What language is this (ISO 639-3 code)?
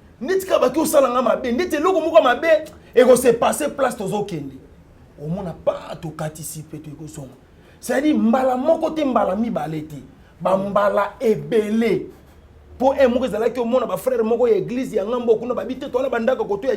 lin